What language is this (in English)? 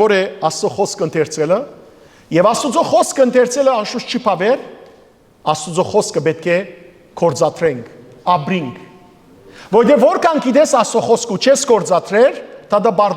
Western Armenian